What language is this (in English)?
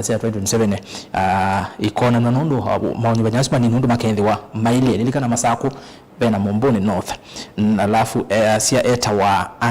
Kamba